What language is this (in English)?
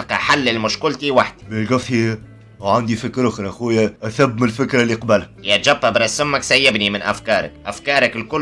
Tunisian Arabic